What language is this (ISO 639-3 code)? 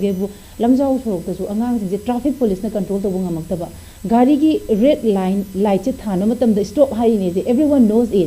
mni